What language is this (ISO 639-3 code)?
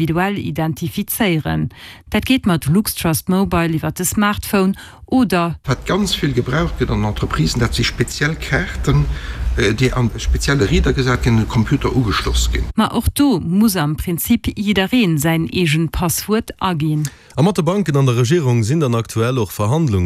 ltz